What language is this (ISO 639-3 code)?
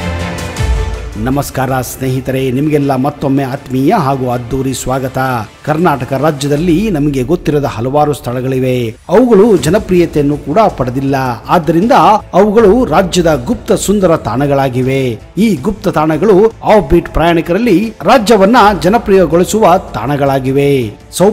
kan